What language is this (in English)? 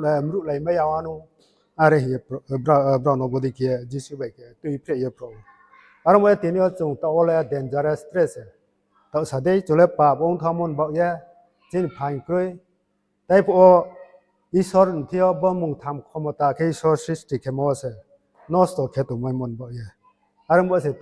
Riang (India)